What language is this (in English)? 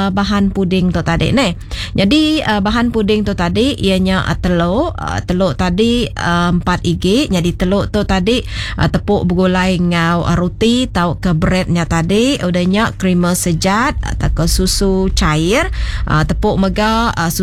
Iban